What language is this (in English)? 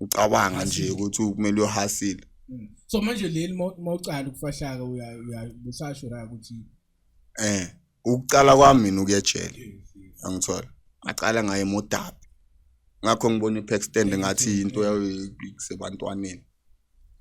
Zulu